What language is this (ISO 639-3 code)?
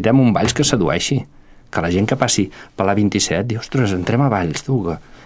cat